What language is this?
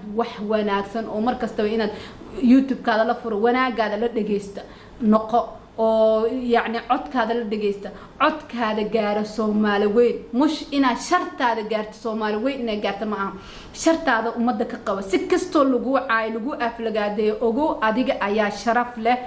Somali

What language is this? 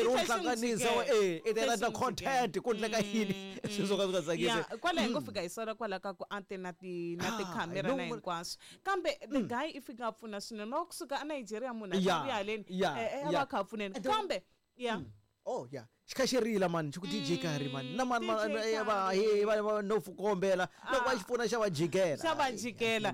Tsonga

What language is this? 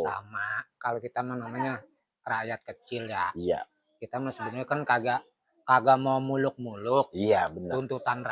Betawi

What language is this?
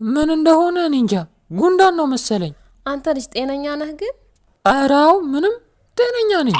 Amharic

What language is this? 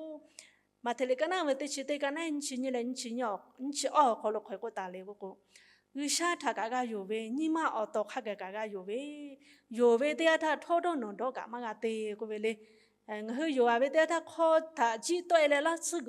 Lahu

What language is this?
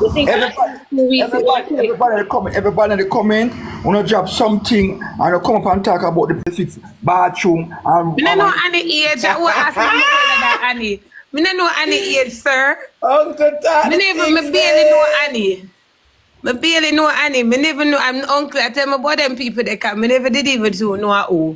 Jamaican Creole English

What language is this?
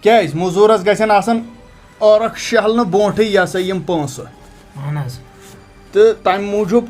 Kashmiri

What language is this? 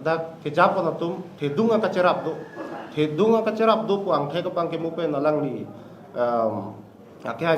Karbi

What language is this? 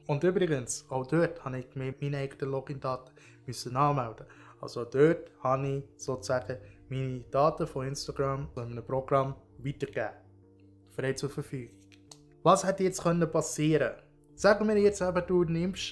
Swiss German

